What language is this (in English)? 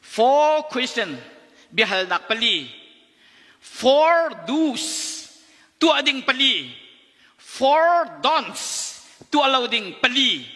Hakha Chin